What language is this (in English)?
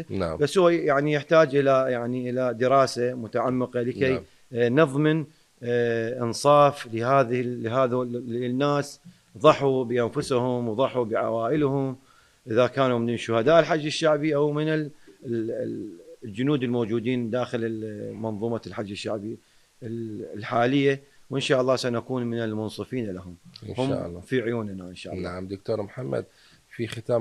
Mesopotamian Arabic